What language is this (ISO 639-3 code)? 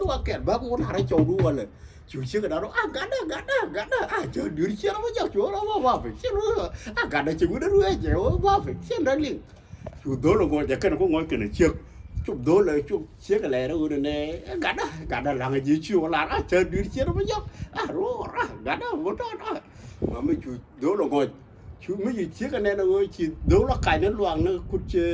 nus